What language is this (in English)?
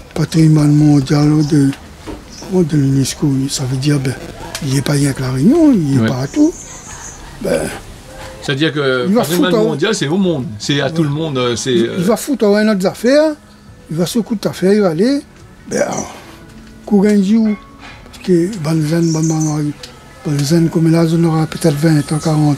Réunion Creole French